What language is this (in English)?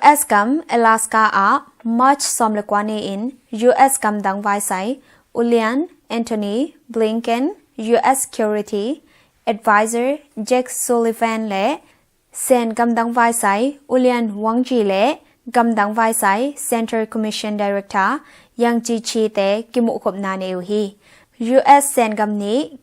Tedim Chin